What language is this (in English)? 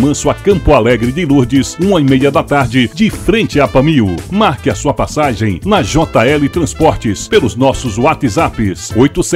Portuguese